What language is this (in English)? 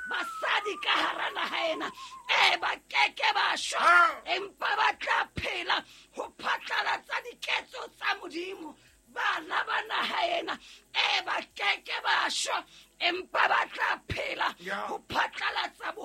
Southern Sotho